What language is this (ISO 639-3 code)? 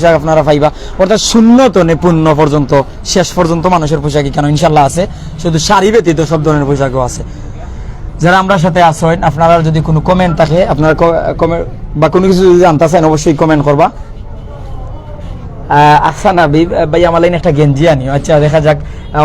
syl